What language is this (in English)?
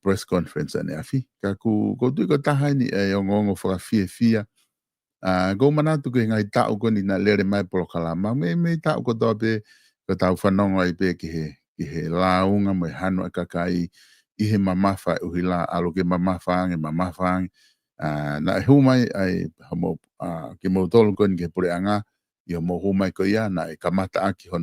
Tongan